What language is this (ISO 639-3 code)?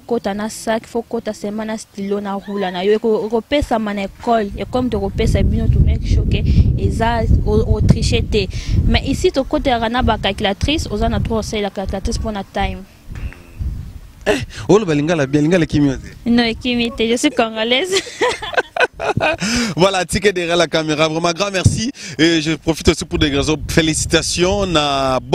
fra